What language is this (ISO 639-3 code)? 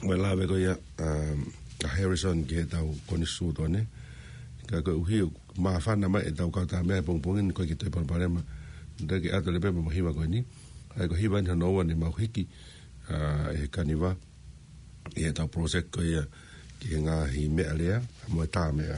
ton